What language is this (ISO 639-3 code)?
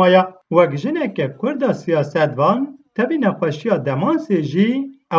kur